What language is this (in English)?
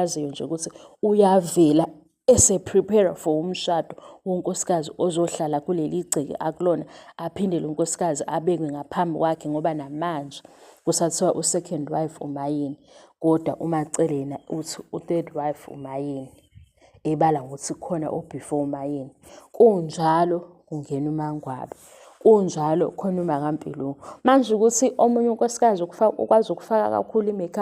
Zulu